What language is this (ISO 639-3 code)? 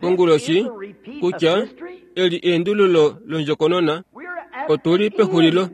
kua